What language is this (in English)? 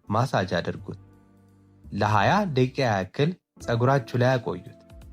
Amharic